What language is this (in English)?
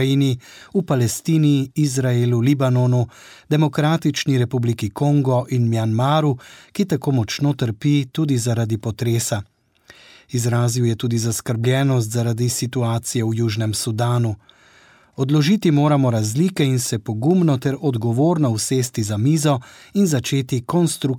Slovenian